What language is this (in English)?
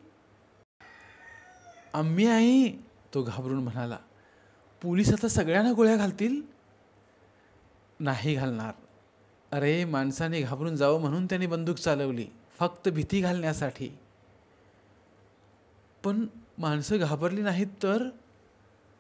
Marathi